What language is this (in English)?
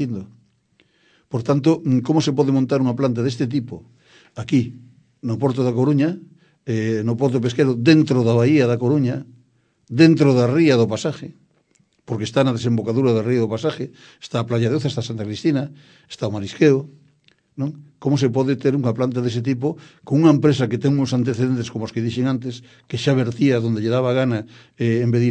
Galician